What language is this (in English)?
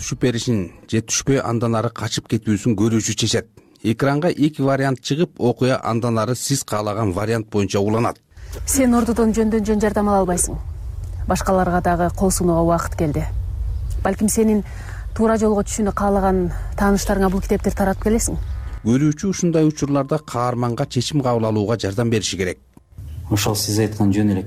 Kyrgyz